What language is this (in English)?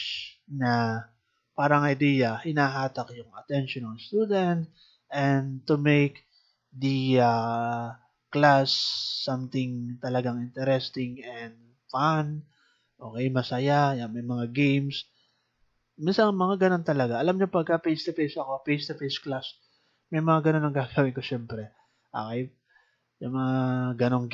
Filipino